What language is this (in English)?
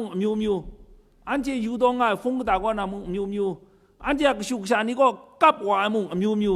Kachin